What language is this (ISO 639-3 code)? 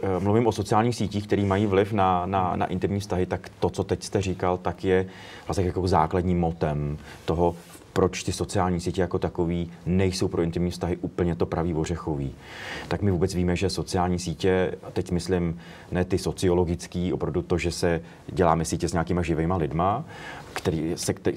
ces